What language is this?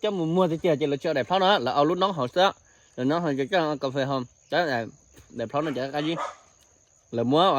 Hmong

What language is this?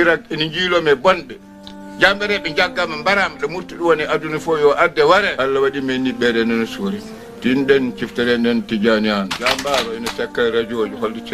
Fula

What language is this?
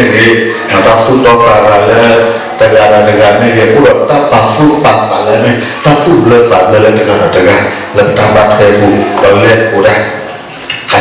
S'gaw Karen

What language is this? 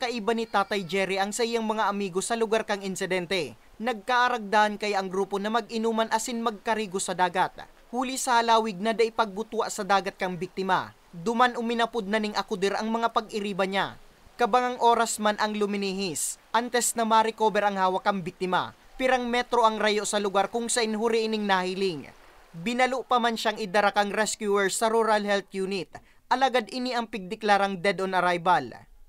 Bikol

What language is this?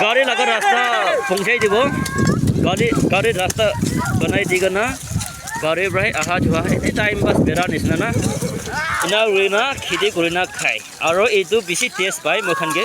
Naga Pidgin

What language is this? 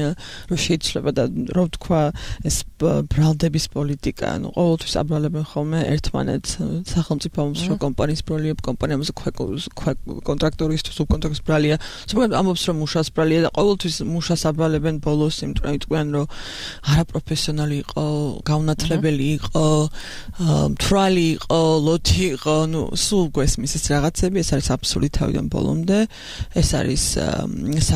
Georgian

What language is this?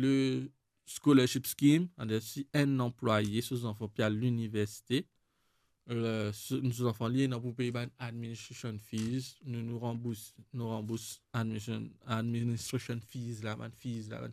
Morisyen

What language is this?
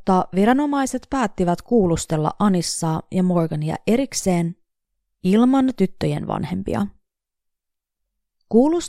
Finnish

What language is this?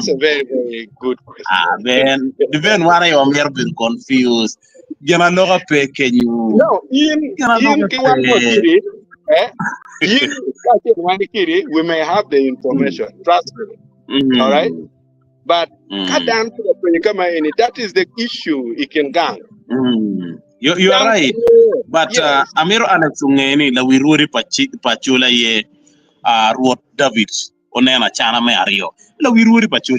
Acoli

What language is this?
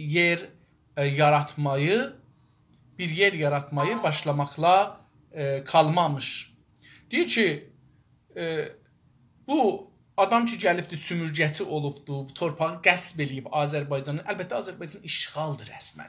South Azerbaijani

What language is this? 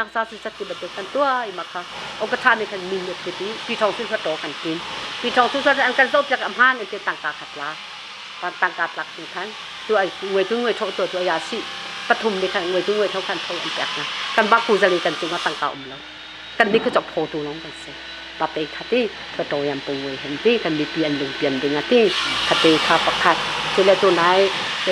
Hakha Chin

